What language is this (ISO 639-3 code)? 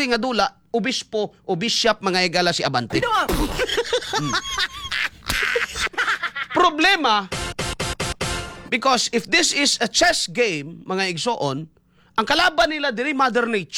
ceb